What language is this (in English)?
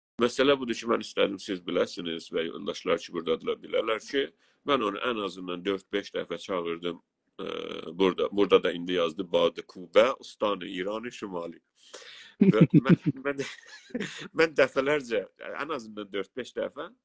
South Azerbaijani